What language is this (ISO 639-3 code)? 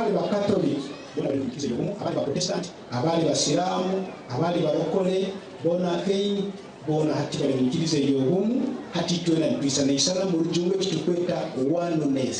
nyn